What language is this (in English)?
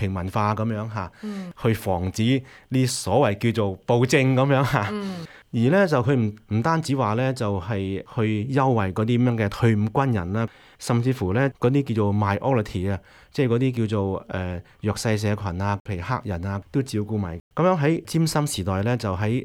Cantonese